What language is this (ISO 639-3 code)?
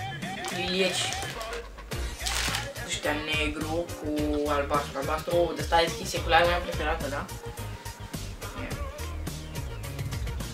ron